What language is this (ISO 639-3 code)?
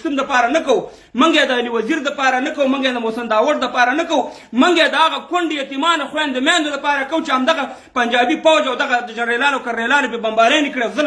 pus